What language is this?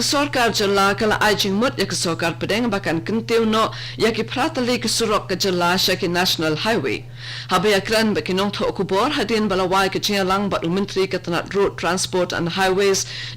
Khasi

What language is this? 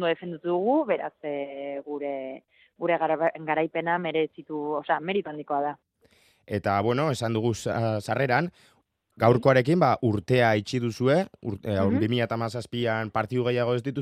Basque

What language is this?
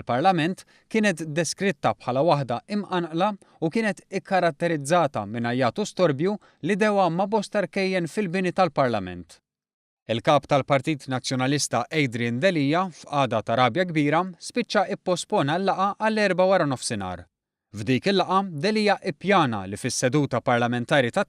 Maltese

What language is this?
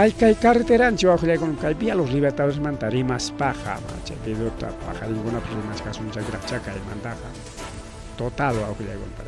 Ayacucho Quechua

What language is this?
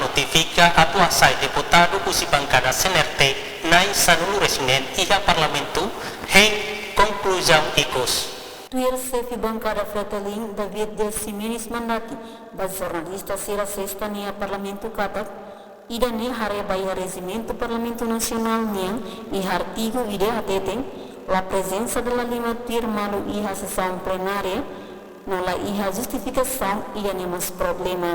Tetum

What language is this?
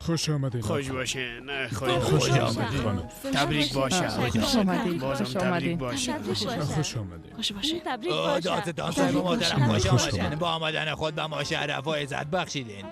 Persian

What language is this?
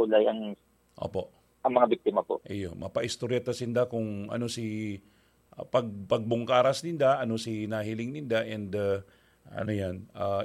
Bikol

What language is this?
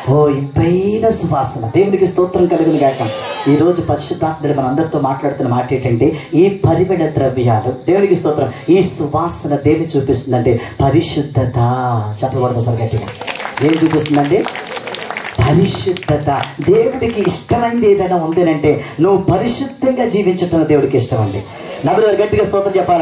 Telugu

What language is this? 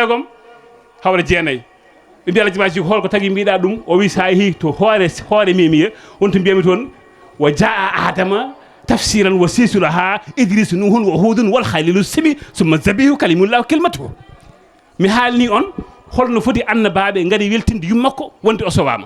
Fula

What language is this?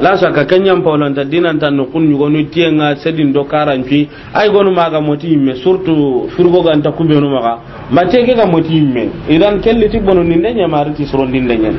Soninke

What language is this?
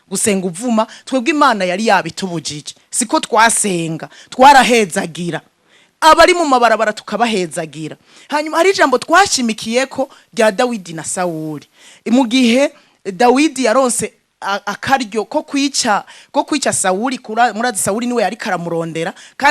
Rundi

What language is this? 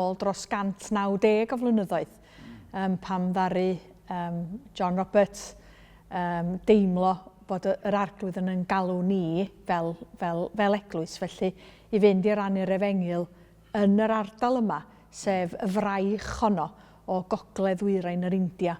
Welsh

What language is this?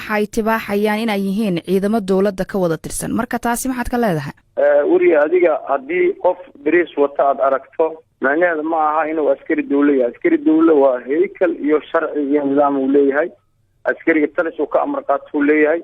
Somali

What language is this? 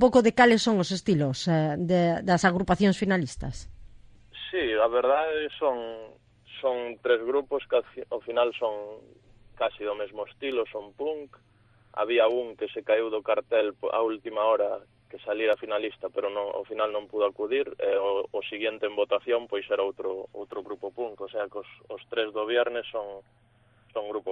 Galician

